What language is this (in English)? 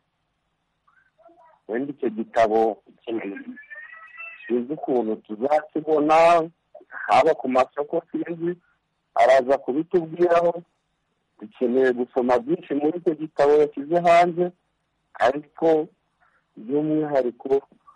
Kinyarwanda